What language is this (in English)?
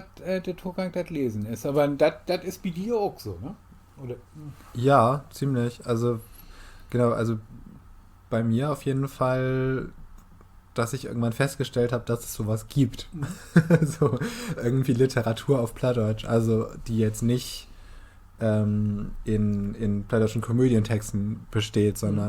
Low German